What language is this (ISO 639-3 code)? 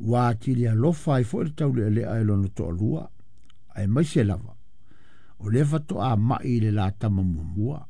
smo